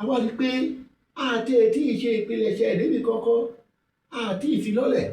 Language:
Yoruba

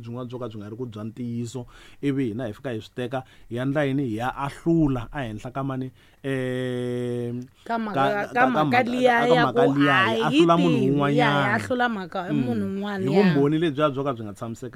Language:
Tsonga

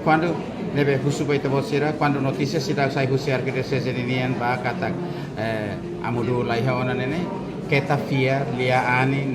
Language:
Tetum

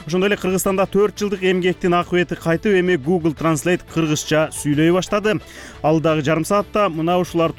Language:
Kyrgyz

